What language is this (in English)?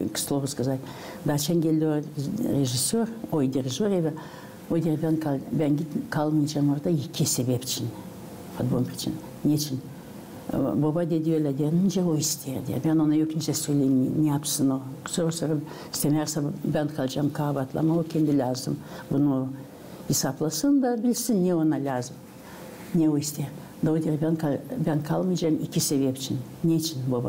Gagauz